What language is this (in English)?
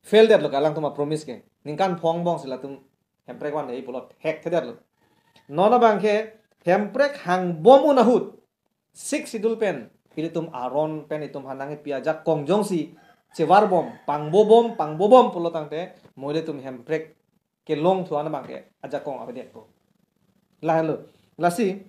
Karbi